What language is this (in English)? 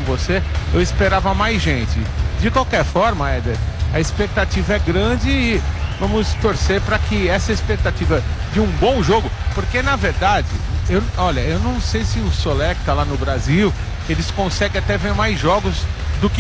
Portuguese